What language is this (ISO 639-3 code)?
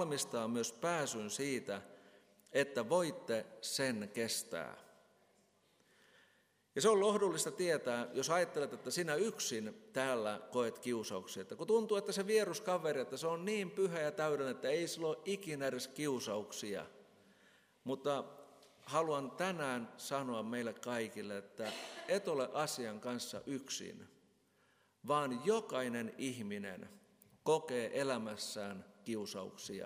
fin